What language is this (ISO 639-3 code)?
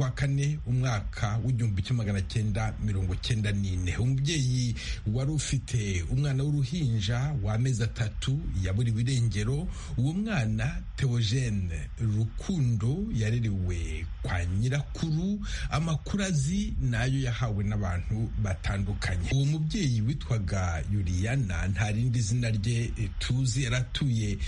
kin